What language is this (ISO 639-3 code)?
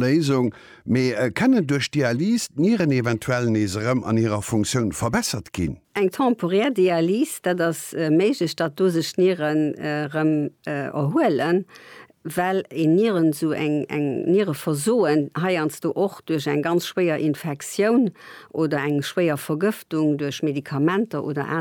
ltz